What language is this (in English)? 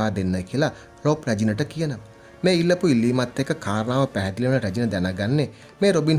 Sinhala